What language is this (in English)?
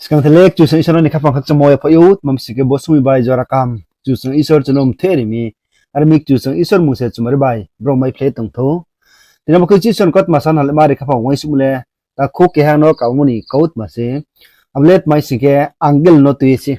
Riang (India)